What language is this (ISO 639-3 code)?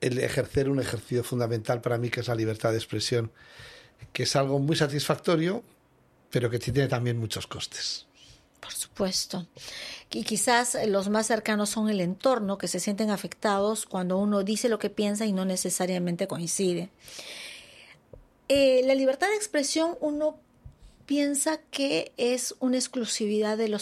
spa